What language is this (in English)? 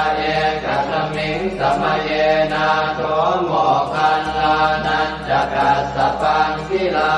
Pali